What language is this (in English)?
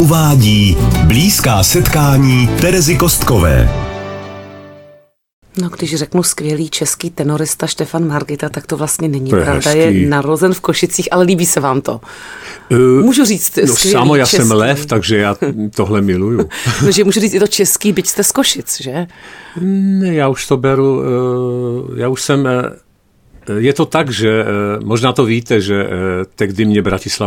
Czech